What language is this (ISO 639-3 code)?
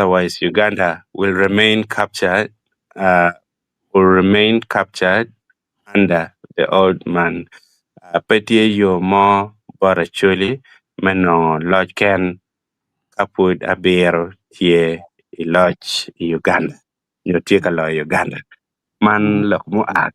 ach